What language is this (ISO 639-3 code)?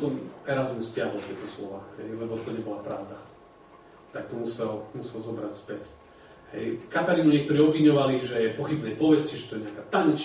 slk